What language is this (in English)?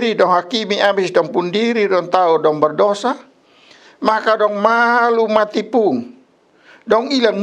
Kupang Malay